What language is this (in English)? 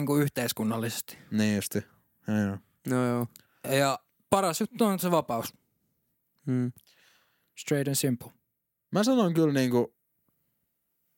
Finnish